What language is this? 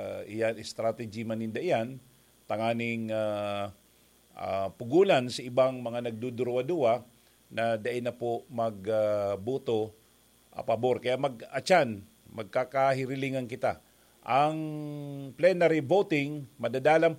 Bikol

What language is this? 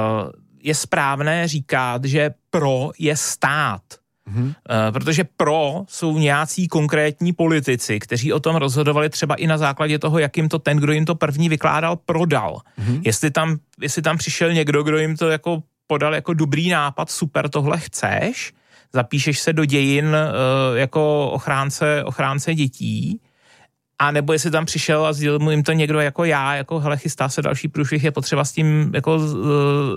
Czech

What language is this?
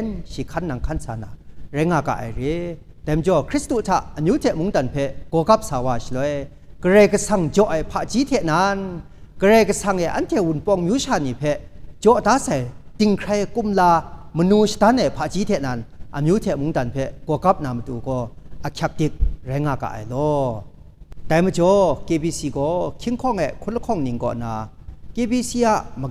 Kachin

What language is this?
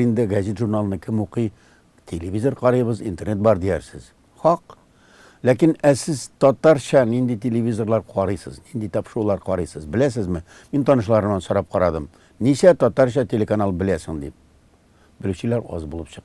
Tatar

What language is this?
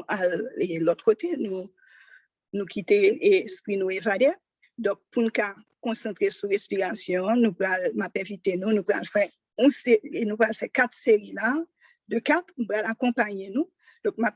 Haitian Creole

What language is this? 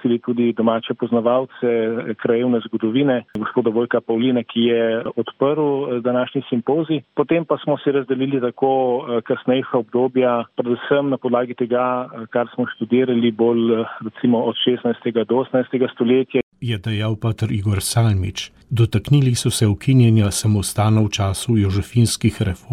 Slovenian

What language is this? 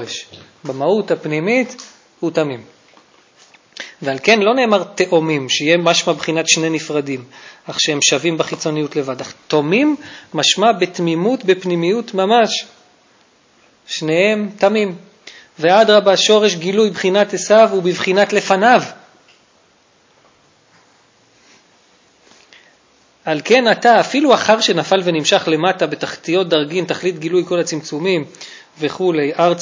Hebrew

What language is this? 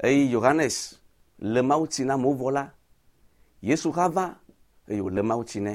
Ewe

